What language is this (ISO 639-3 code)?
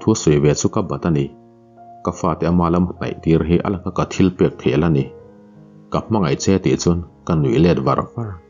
lus